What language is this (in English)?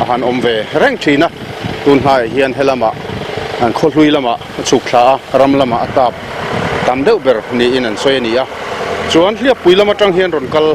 Mizo